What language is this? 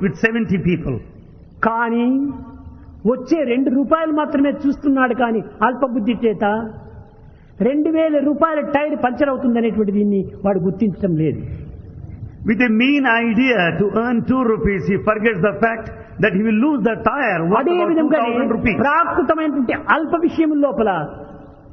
Telugu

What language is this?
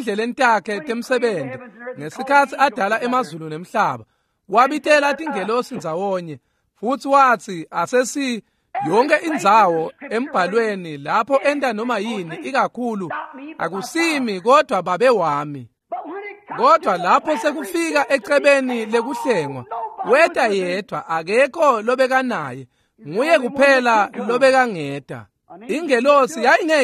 Swati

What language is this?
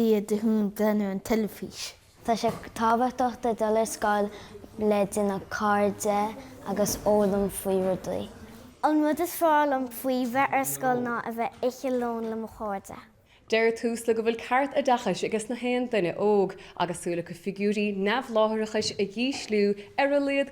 Irish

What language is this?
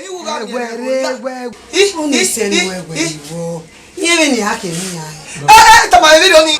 Bini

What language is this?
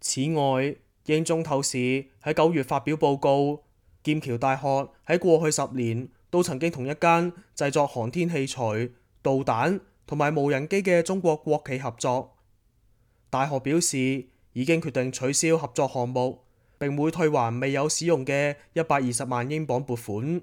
Cantonese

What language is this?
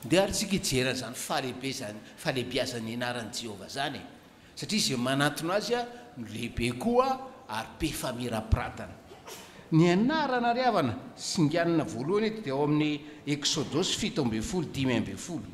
Malagasy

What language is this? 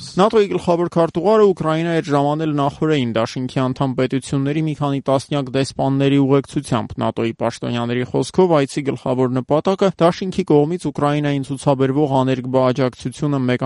Armenian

